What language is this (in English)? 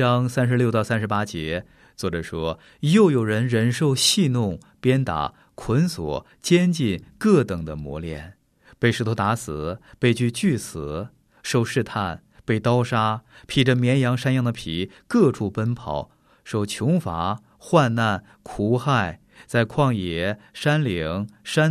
Chinese